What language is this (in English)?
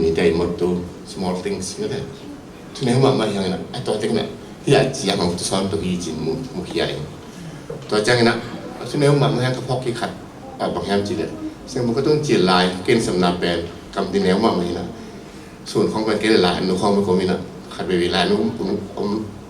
Tedim Chin